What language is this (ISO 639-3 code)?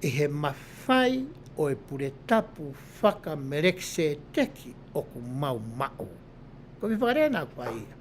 ton